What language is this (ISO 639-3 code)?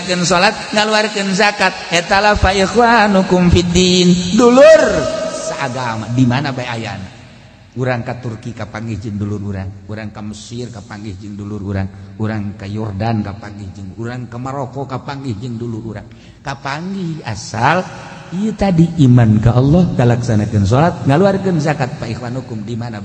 sun